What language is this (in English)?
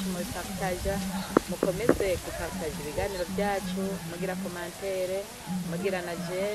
Rundi